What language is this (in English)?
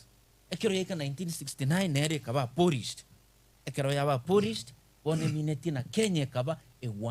Gusii